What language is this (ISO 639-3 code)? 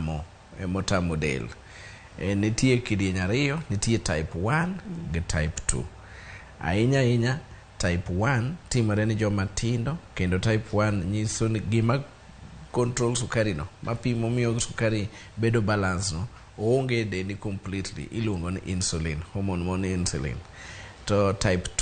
luo